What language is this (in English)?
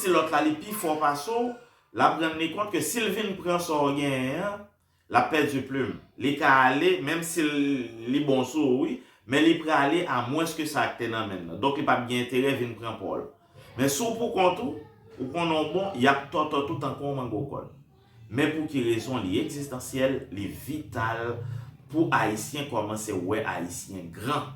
Haitian Creole